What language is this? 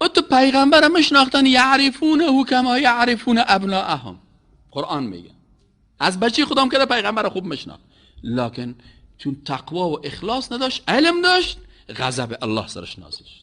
Persian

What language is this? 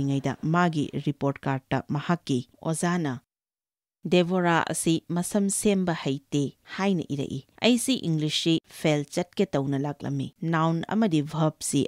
Manipuri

